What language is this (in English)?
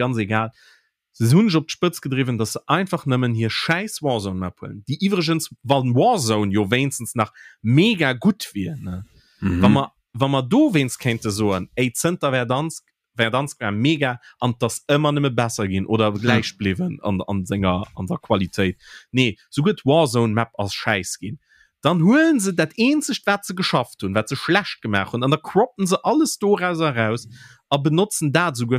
Luxembourgish